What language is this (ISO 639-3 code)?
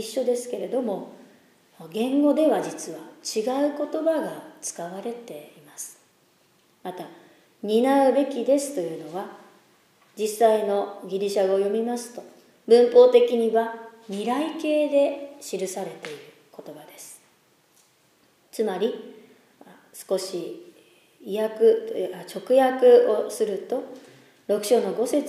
jpn